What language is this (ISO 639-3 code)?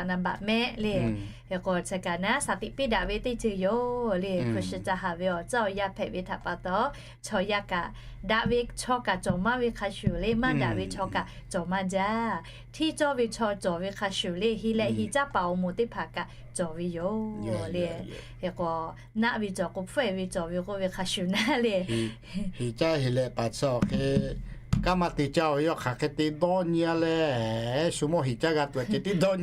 lhu